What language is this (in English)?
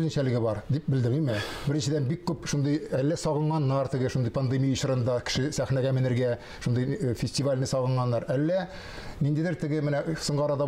Tatar